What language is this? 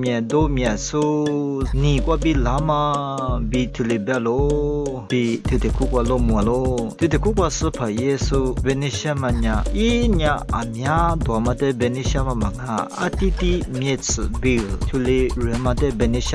Lisu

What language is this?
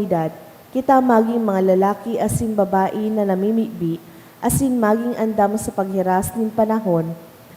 Bikol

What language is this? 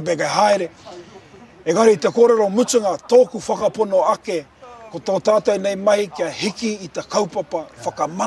Māori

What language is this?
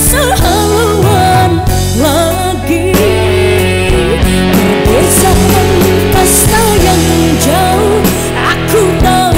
Indonesian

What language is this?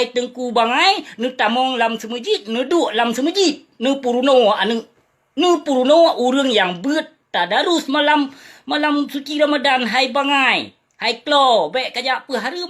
Achinese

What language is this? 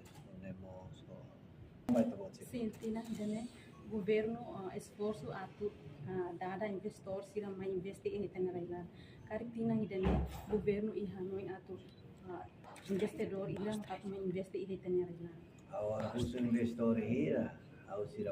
Tetum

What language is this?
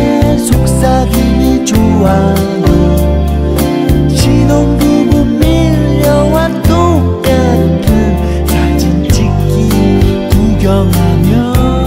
Korean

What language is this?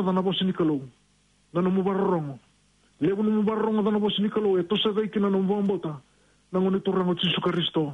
Fijian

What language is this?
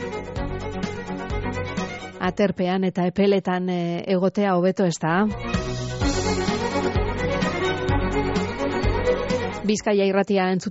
Basque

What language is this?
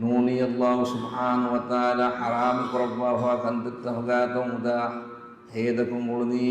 Divehi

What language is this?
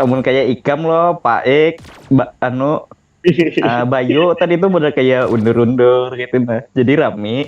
Banjar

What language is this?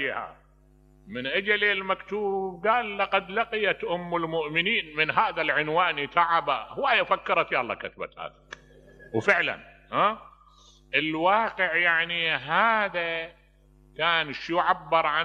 Mesopotamian Arabic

